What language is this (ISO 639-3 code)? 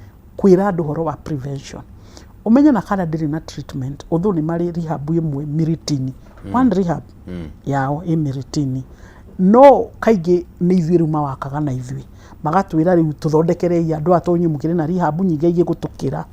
kik